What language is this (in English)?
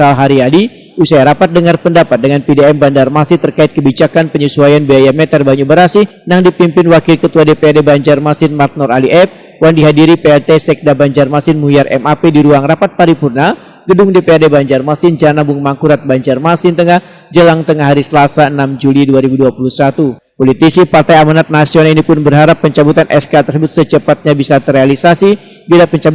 Banjar